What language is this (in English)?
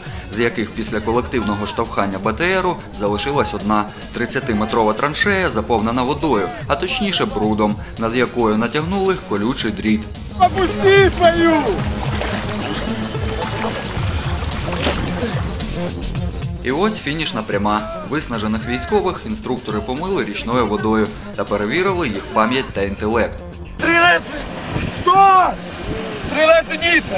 Ukrainian